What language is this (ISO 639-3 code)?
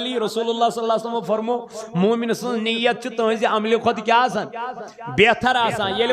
kas